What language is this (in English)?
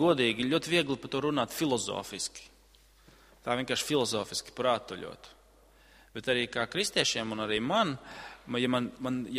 Latvian